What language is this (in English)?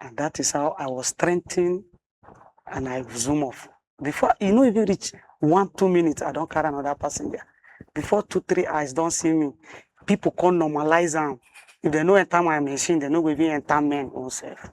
Nigerian Pidgin